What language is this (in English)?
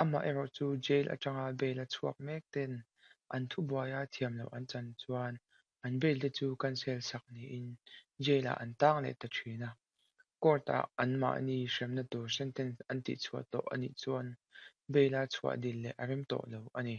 Mizo